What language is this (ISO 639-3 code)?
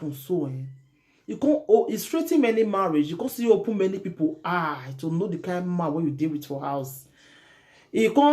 pcm